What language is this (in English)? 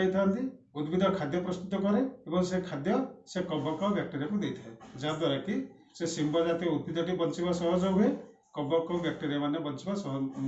Odia